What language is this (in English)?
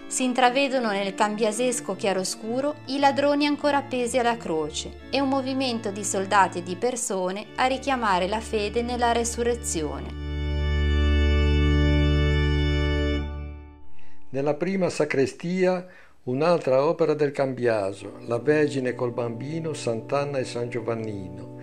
Italian